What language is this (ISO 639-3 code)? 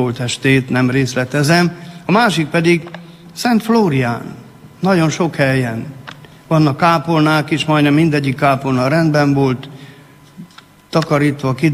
hun